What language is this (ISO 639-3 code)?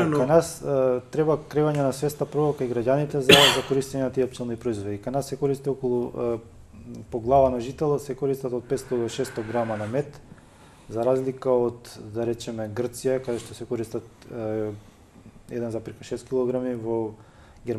mkd